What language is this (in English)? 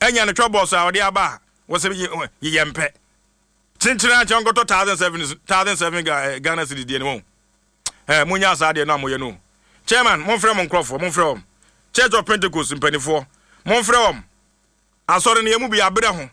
Akan